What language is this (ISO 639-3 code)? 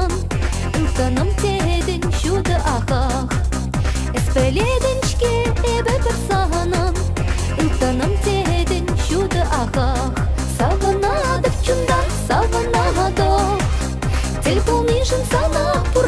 chv